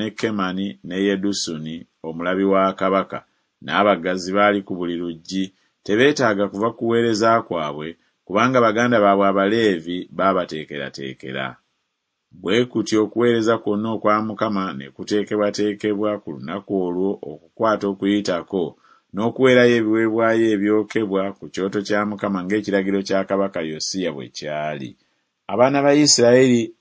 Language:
Ganda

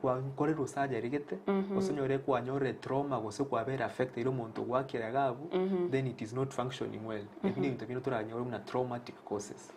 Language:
Gusii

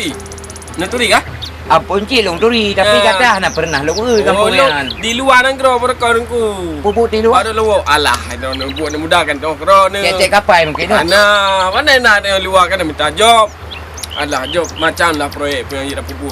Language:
Achinese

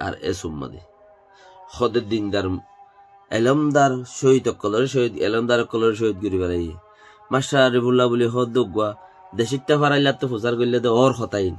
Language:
Rohingya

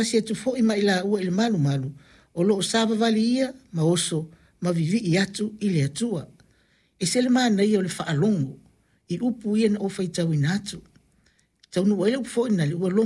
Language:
Samoan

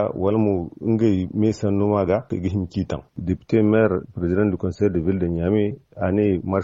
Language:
Zarma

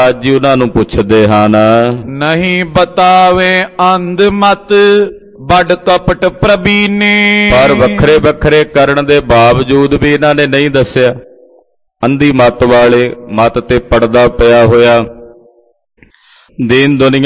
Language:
Punjabi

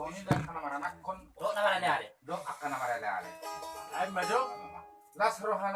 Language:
Batak Toba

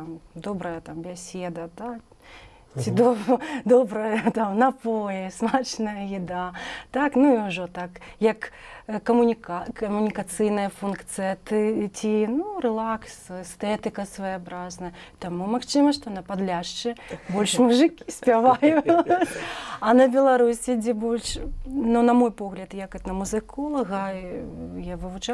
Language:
Belarusian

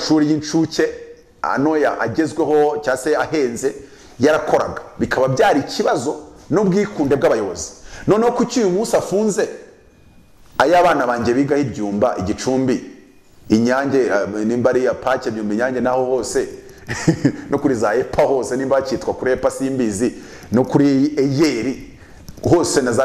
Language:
Kinyarwanda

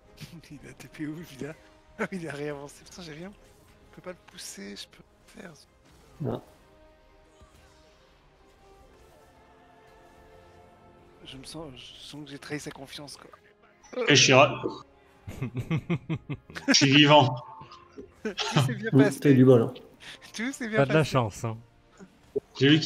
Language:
French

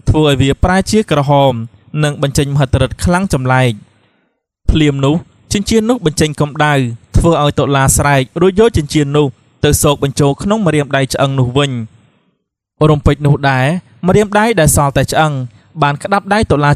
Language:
Khmer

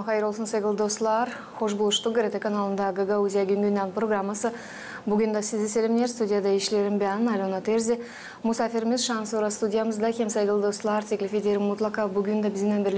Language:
Gagauz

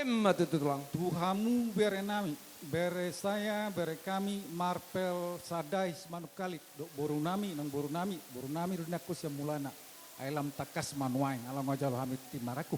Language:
Batak Toba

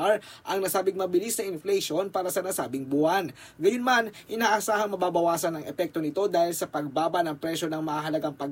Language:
Filipino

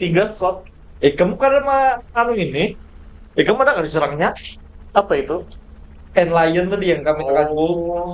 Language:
Banjar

